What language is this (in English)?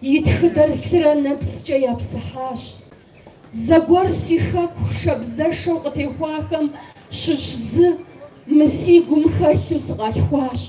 Kabardian